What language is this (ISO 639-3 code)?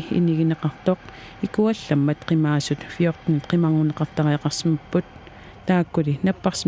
kal